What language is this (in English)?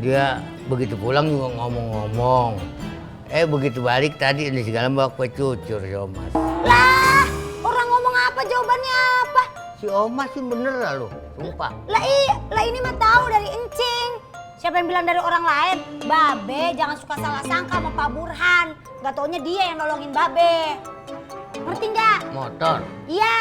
Betawi